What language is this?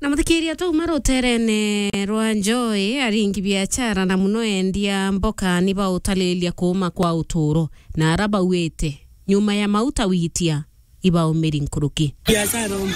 Meru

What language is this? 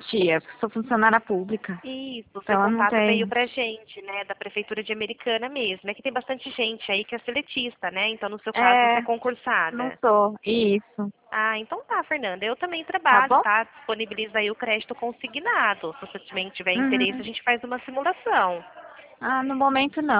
Portuguese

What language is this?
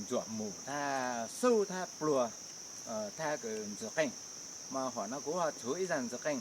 Hmong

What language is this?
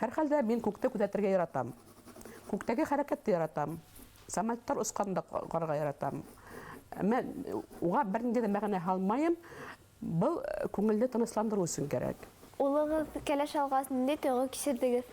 Bashkir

